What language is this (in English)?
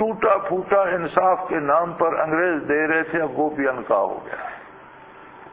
Urdu